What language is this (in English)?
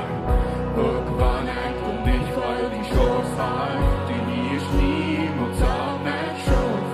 Plautdietsch